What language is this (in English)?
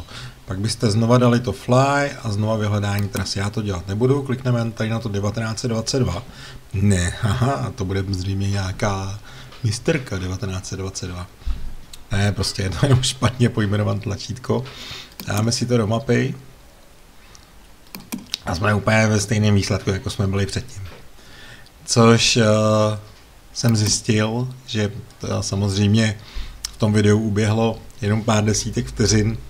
Czech